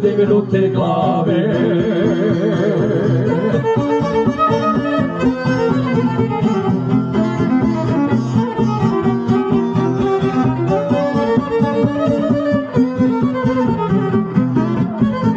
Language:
Croatian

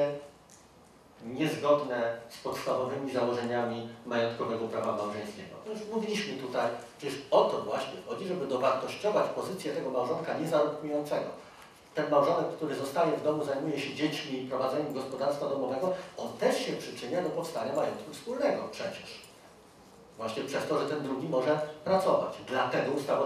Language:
Polish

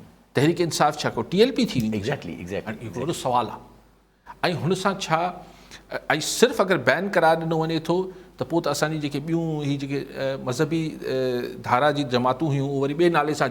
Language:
Sindhi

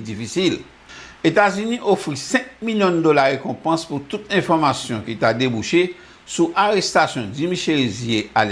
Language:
Haitian Creole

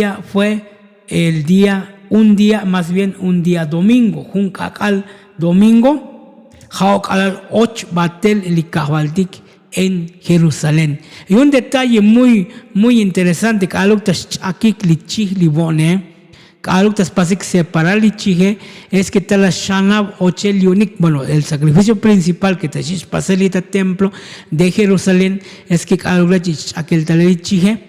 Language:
Tzotzil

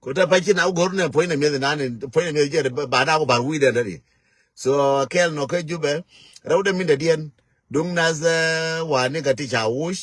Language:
Nuer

